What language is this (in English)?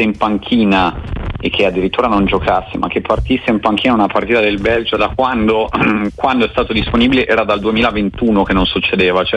Italian